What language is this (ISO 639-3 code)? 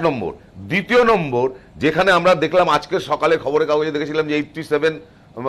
ben